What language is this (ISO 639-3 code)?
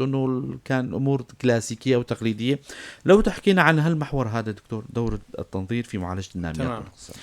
apc